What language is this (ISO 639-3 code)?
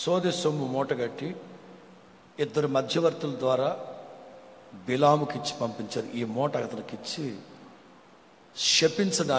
tel